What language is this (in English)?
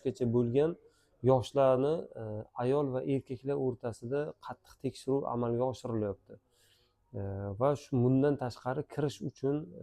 Uzbek